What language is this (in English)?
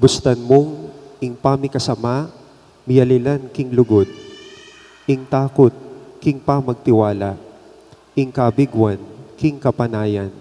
Pampanga